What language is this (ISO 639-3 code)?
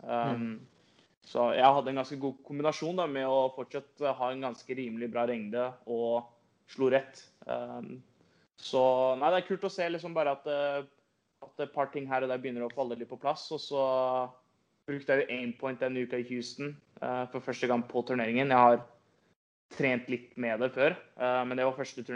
nor